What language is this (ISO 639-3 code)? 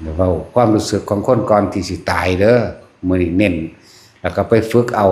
tts